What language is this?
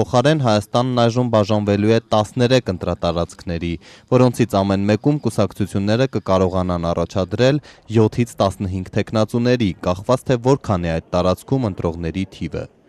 Armenian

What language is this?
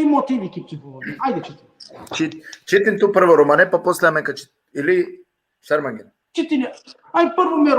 Balkan Romani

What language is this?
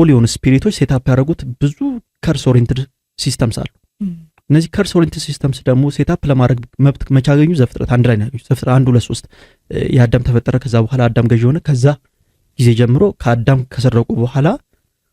Amharic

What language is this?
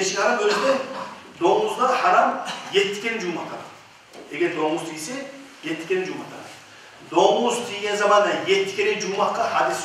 Kumyk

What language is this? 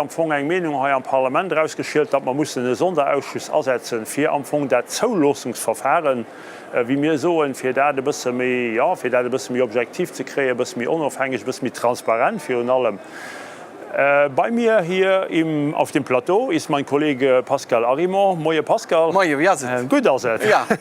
Luxembourgish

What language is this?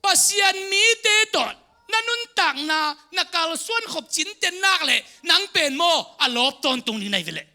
Tedim Chin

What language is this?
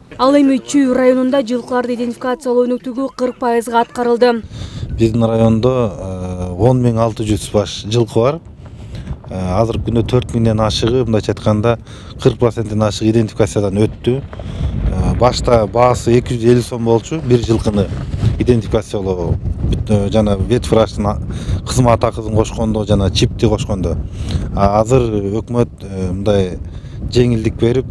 Kyrgyz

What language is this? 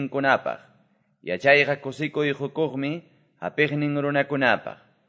Quechua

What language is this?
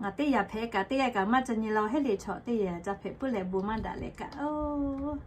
Lahu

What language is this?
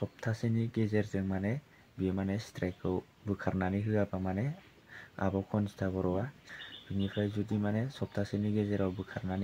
Bodo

